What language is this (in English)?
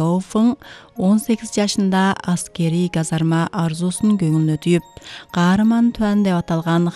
Kyrgyz